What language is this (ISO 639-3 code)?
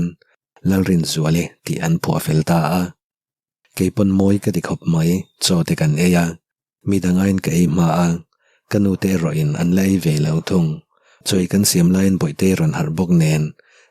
lus